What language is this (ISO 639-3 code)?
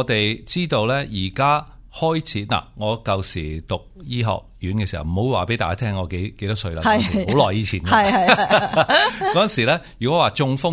yue